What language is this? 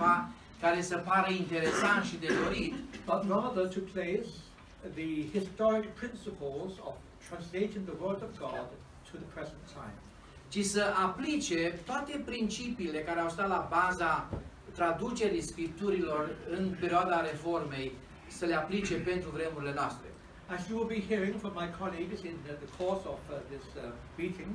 Romanian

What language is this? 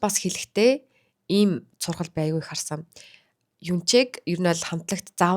Mongolian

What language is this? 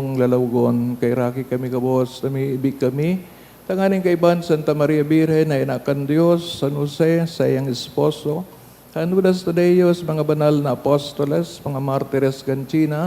Bikol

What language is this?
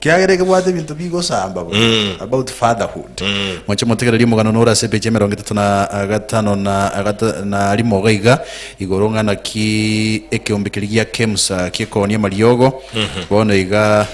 Gusii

